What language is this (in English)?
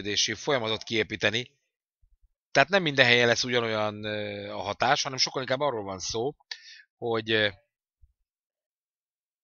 Hungarian